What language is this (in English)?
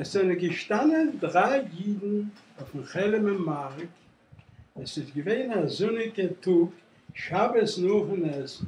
Yiddish